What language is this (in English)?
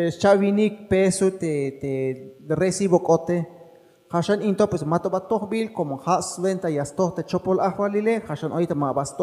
Tzeltal